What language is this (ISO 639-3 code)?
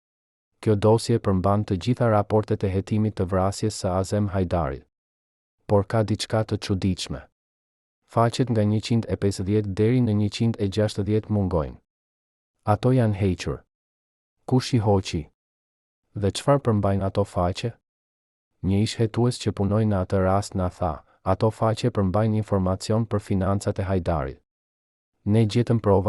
sqi